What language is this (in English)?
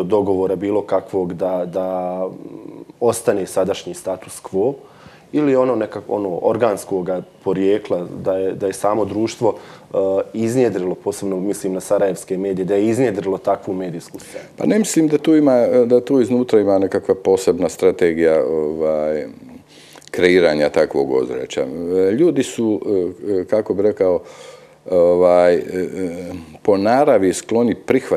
Croatian